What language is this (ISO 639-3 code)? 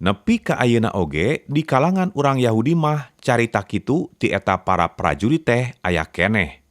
sun